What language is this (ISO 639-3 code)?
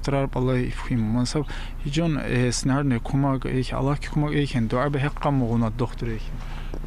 tkr